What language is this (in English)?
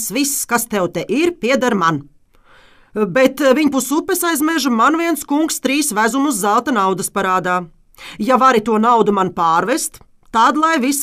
Latvian